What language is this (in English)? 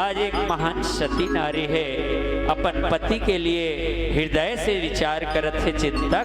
Chhattisgarhi